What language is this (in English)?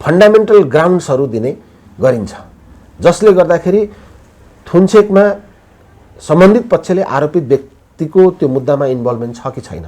Nepali